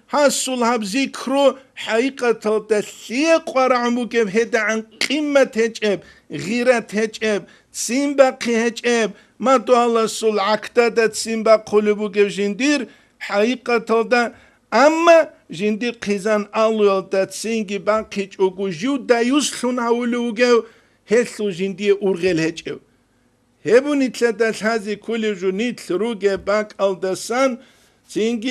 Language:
Avaric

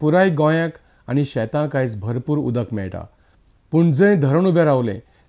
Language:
Konkani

